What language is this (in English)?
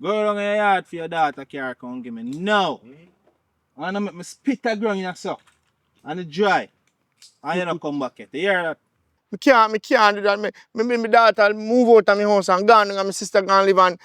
Jamaican Creole English